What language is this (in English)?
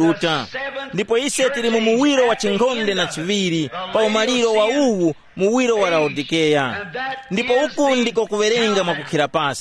Tumbuka